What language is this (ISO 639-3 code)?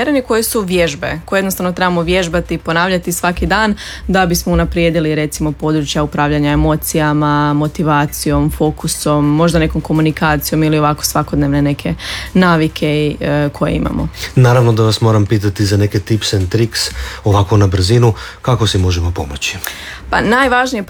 hrv